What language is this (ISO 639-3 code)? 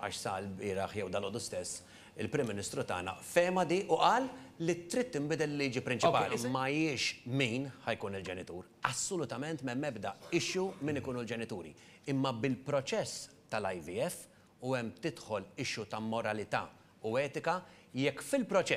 mlt